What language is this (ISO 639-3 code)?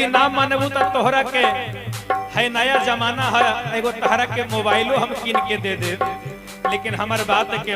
mag